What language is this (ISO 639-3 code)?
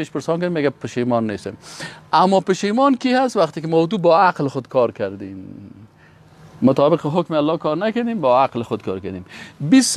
fas